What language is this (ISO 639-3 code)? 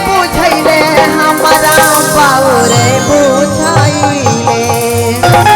mag